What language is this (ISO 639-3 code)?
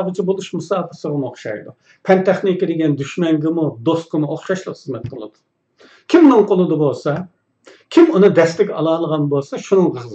uig